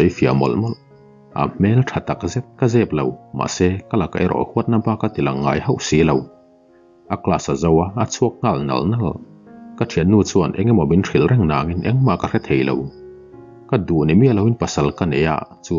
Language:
Mizo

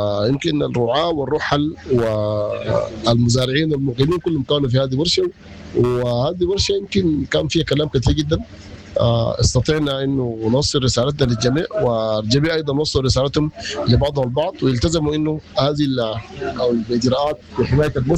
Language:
Sudanese Arabic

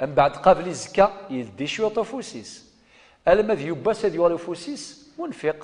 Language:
Kabyle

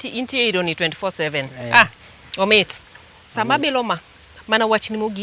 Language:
Luo (Kenya and Tanzania)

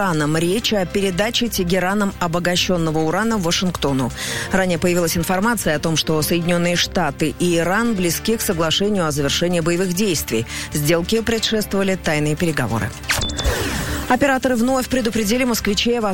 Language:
Russian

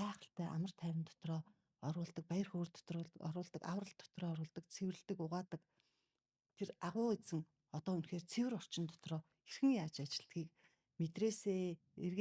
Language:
Mongolian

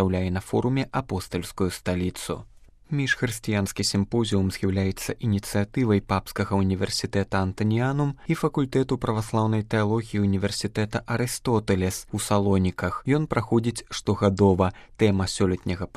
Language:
Belarusian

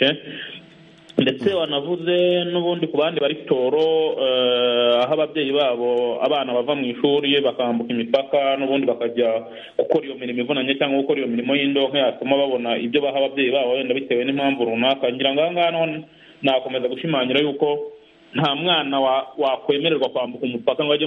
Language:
Kinyarwanda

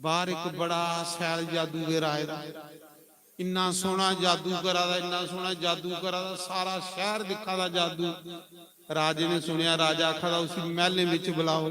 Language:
Dogri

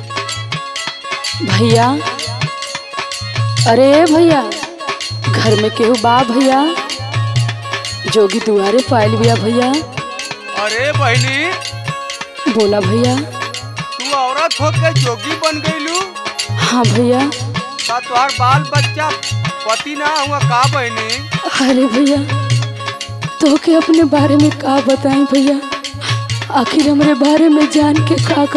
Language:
Bhojpuri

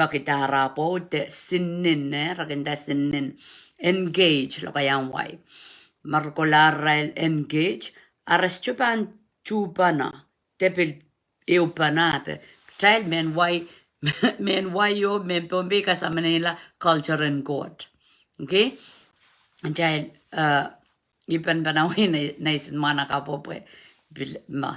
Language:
Pohnpeian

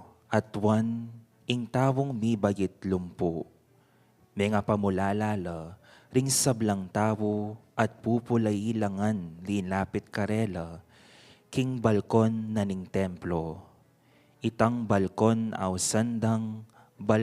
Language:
Pampanga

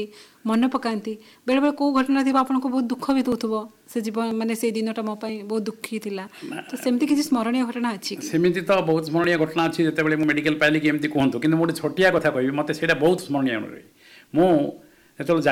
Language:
Odia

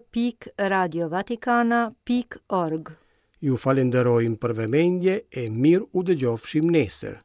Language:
Albanian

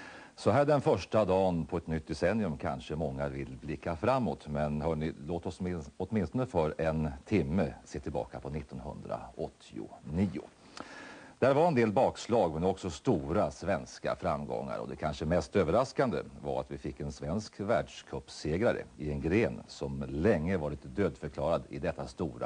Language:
Swedish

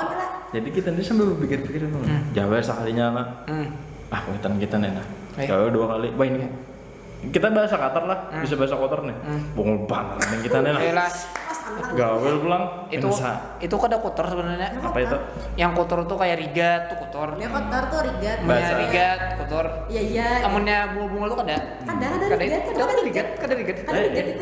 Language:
Banjar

